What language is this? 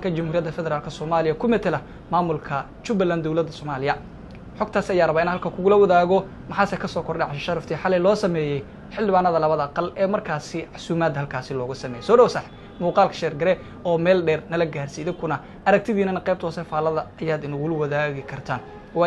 Somali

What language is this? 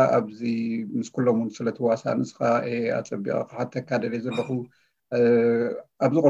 Tigrinya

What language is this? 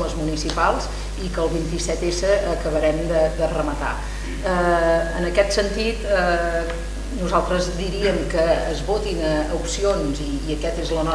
Catalan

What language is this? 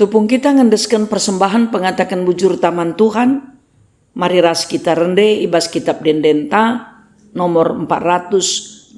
Batak Karo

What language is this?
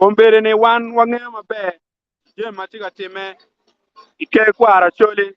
Acoli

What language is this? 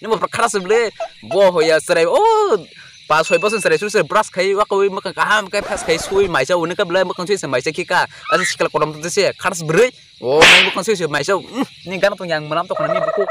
Kok Borok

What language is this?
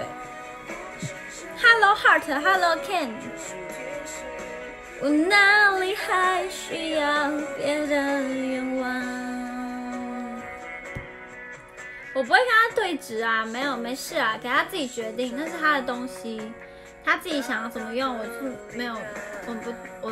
Chinese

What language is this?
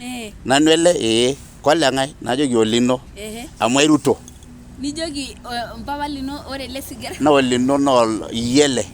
Masai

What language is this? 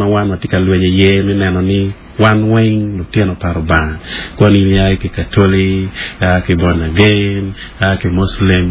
Acoli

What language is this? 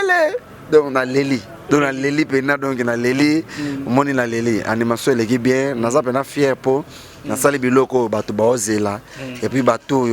Lingala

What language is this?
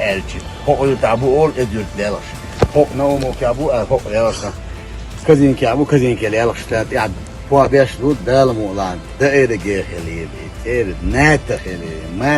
Chechen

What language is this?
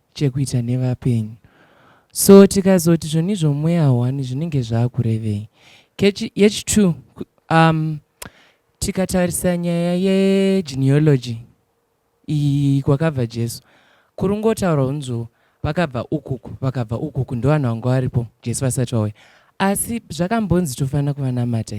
Shona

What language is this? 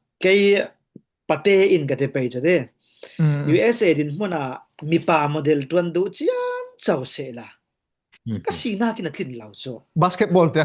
Falam Chin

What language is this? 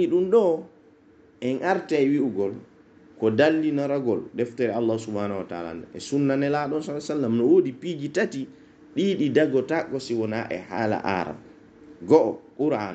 Pular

